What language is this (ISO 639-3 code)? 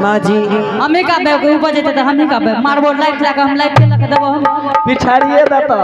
anp